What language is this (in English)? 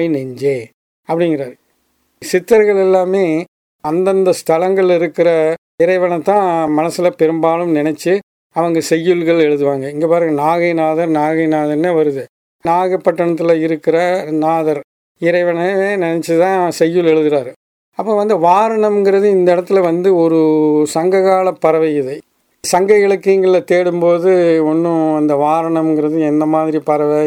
Tamil